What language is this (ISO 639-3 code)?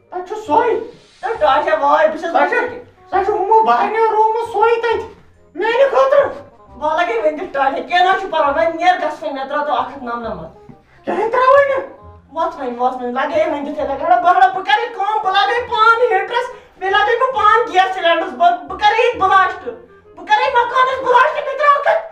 kas